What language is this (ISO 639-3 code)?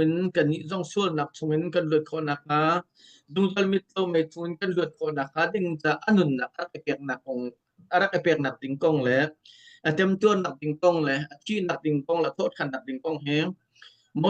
cnh